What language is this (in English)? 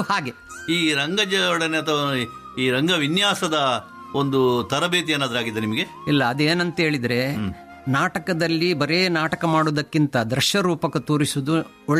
Kannada